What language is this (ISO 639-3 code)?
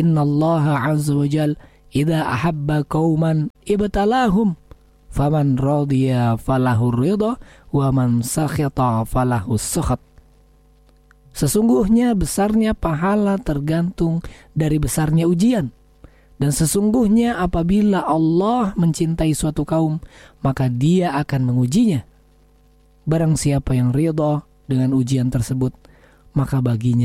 ind